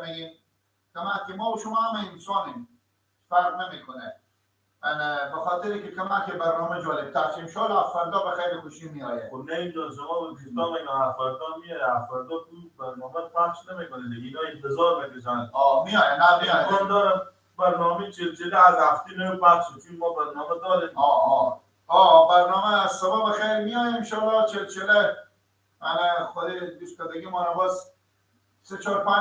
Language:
Persian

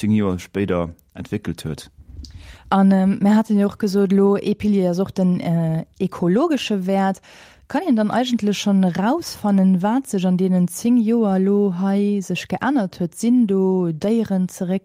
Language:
Luxembourgish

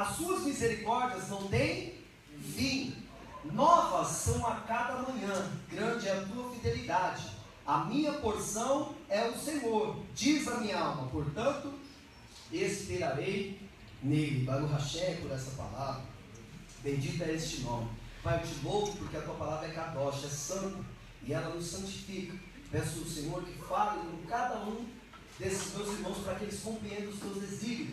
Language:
Portuguese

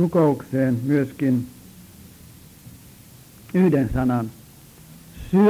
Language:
Finnish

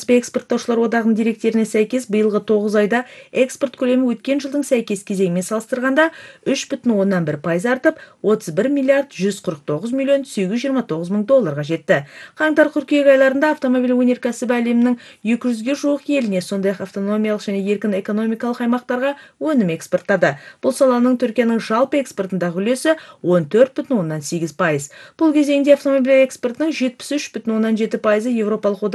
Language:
Kazakh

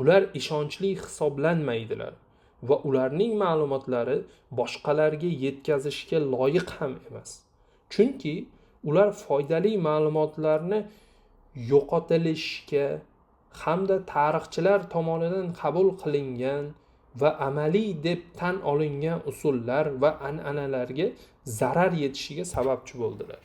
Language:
Uzbek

